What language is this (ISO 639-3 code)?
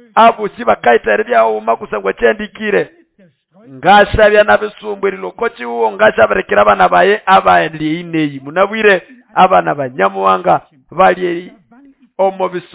nnb